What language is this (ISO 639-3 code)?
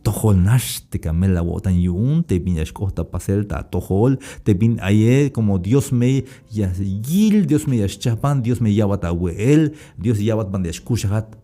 tzh